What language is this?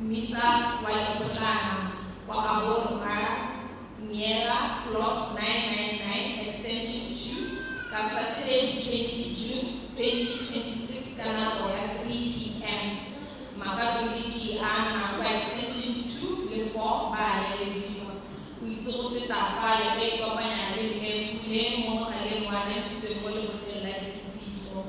Tswana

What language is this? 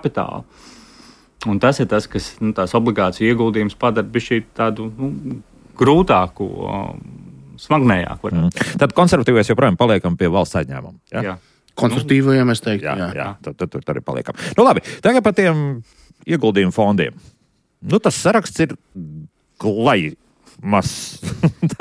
Latvian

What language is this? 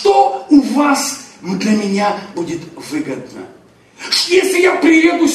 Russian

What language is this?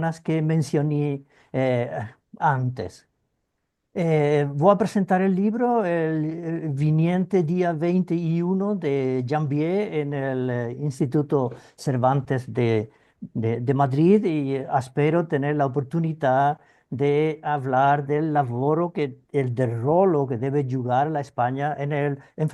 Ladino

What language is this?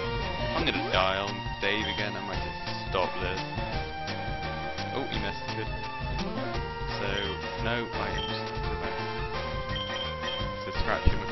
English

